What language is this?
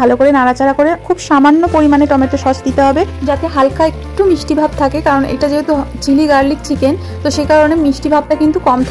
Bangla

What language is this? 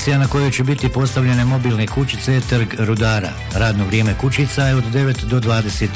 Bosnian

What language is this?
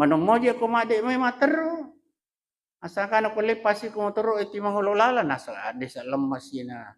Buginese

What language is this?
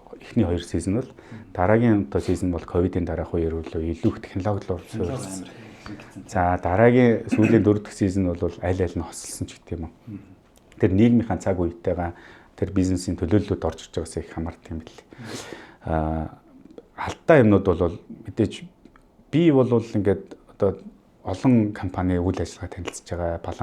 Mongolian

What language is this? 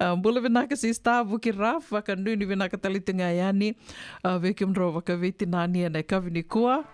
Fijian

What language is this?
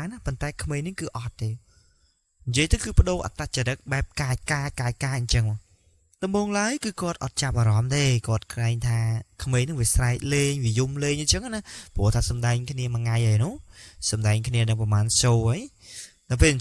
Khmer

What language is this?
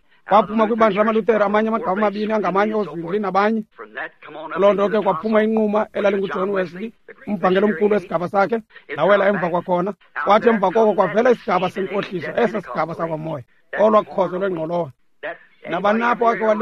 Xhosa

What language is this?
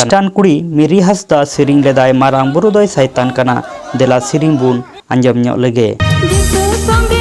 Santali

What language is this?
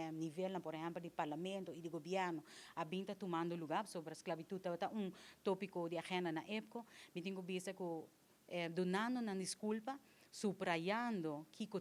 Papiamento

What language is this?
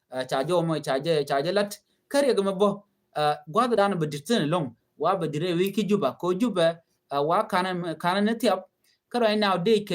Nuer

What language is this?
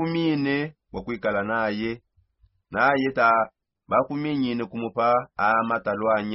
Songe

